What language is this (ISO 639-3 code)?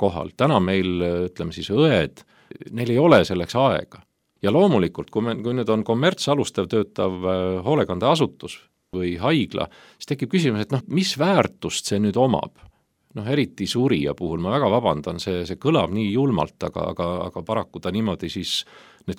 est